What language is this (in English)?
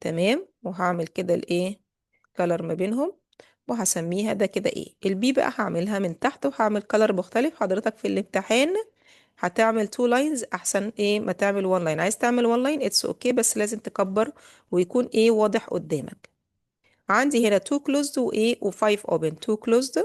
Egyptian Arabic